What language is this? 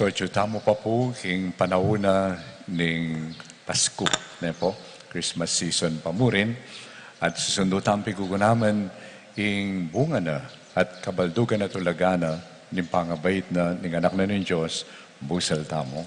Pampanga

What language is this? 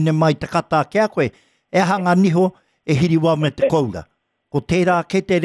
Māori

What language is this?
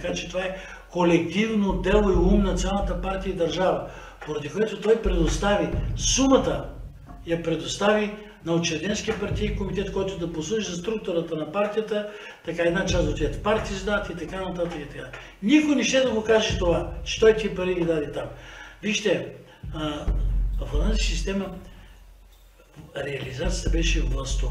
Bulgarian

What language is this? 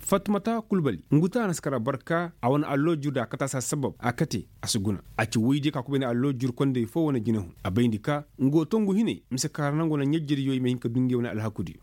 Koyraboro Senni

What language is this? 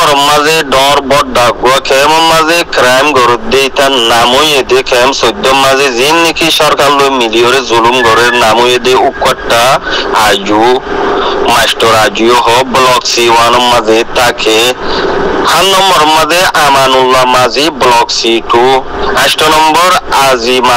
Rohingya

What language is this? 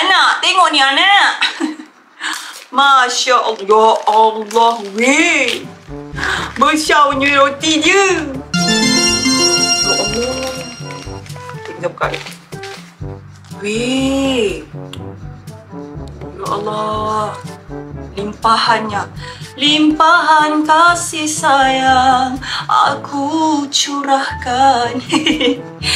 Malay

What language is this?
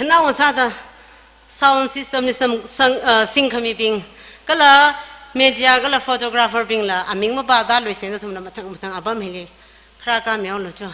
Tangkhul Naga (India)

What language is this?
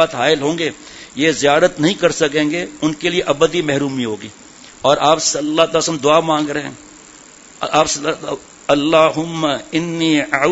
Urdu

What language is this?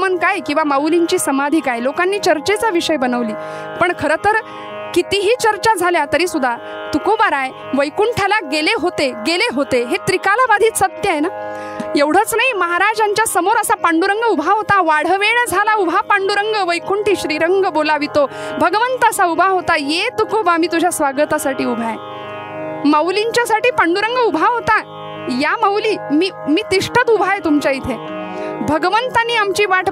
Marathi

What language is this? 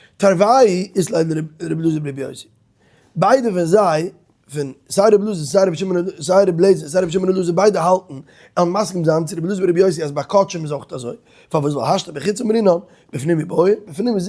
Yiddish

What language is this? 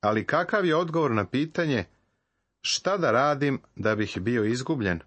Serbian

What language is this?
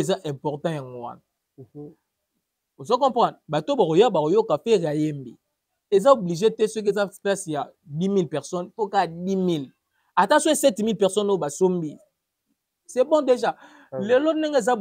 Lingala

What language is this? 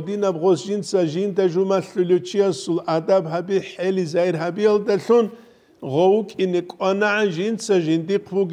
Avaric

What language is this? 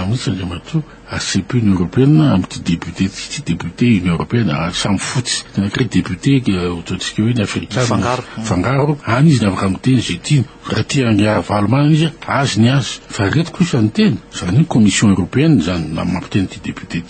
Malagasy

